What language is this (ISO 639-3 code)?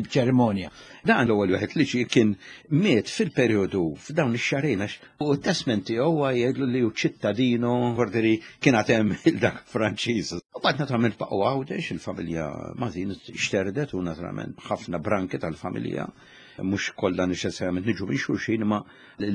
mlt